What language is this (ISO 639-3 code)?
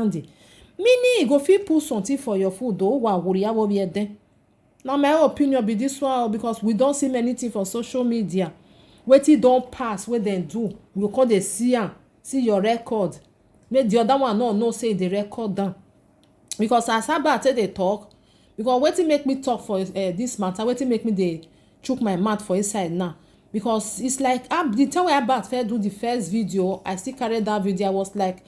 pcm